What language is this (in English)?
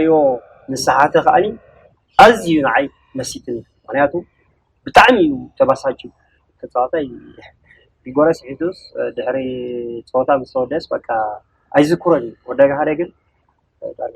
Tigrinya